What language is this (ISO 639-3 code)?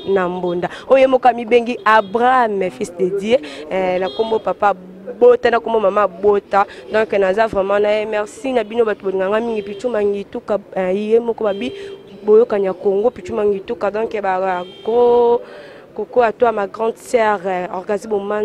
lin